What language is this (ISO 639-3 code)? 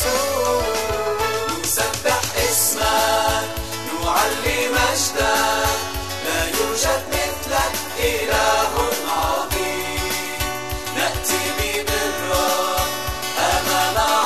ara